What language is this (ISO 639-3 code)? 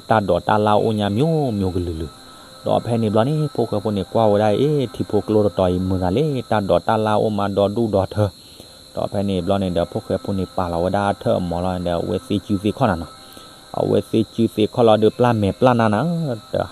ksw